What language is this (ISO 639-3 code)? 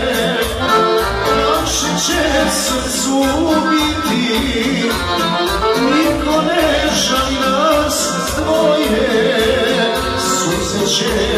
srp